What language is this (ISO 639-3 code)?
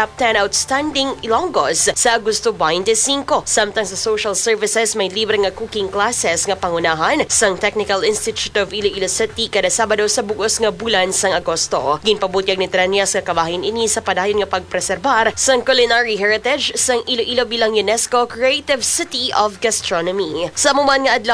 hil